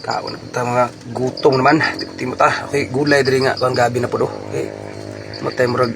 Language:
Cebuano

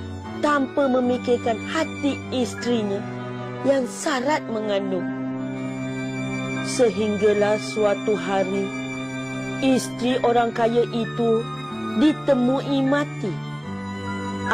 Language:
Malay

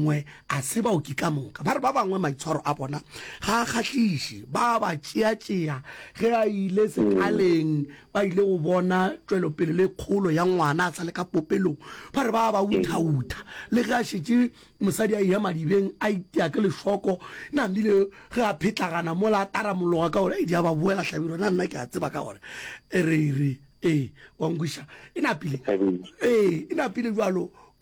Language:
Northern Sotho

